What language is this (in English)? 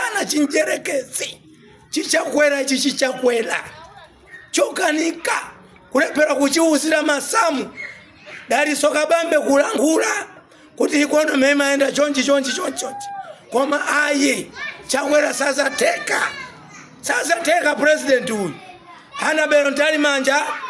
Nyanja